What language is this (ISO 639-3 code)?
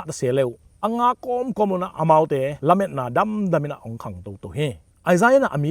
ctd